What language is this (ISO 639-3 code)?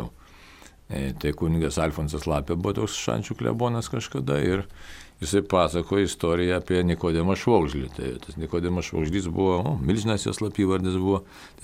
lit